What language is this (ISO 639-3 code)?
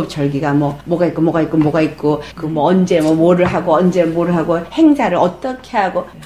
kor